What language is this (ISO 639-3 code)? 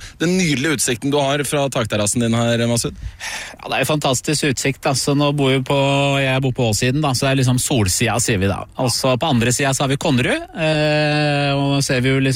nor